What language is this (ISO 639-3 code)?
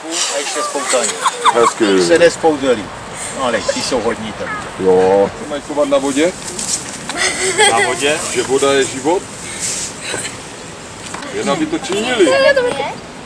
ces